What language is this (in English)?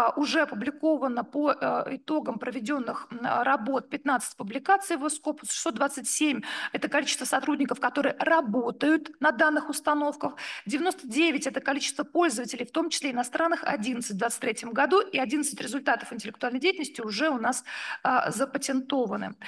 Russian